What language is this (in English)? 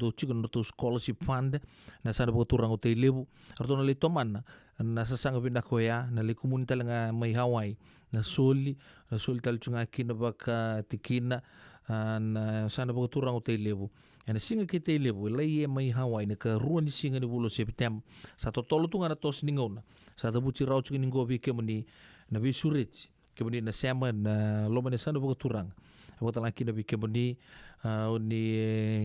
Fijian